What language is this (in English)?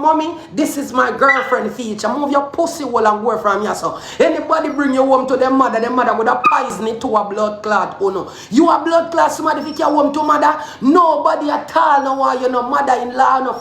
Jamaican Creole English